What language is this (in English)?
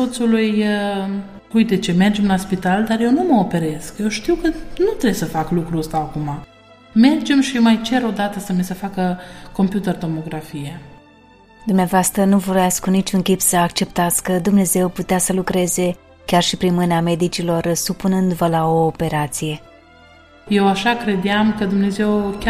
Romanian